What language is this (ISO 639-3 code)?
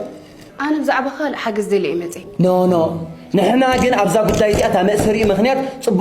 tir